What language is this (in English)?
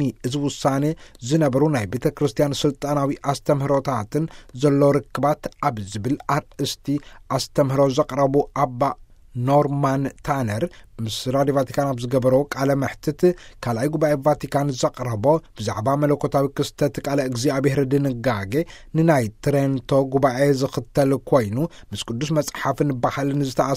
Tigrinya